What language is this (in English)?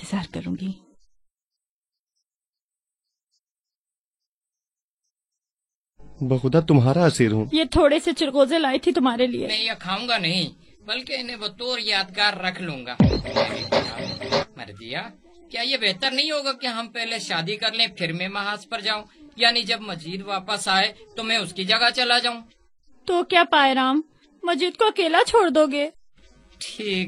Urdu